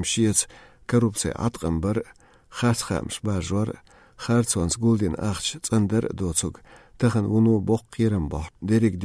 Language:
Chechen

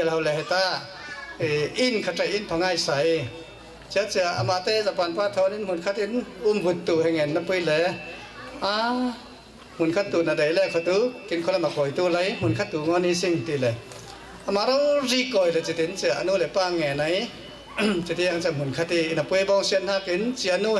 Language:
Falam Chin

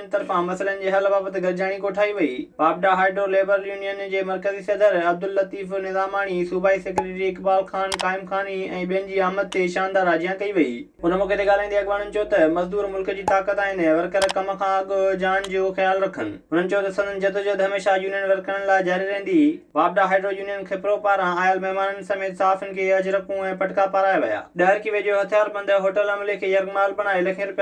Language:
Sindhi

